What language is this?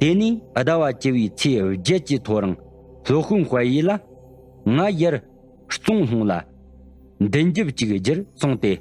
Tibetan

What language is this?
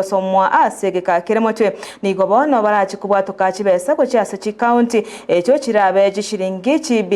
Gusii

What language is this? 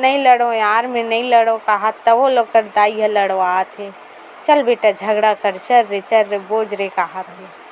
Chhattisgarhi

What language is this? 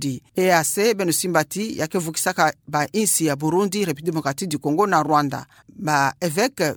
Kituba (Democratic Republic of Congo)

